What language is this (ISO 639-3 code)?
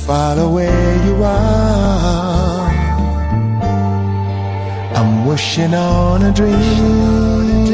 por